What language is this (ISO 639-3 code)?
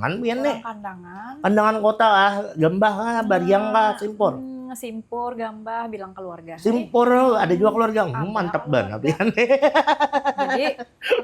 bjn